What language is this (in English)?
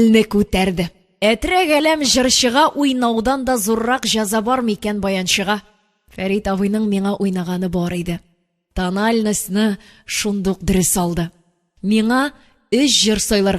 Tatar